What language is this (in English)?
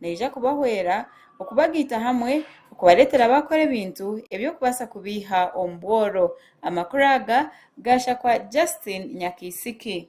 Nyankole